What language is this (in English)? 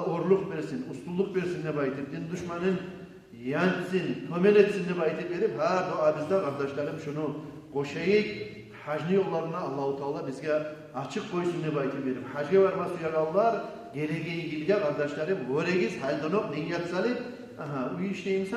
Kumyk